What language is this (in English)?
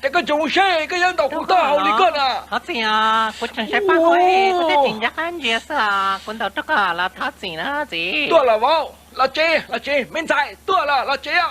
Hmong